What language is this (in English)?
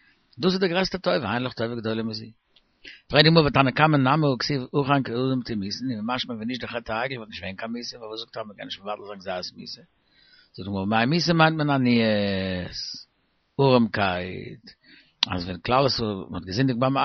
Yiddish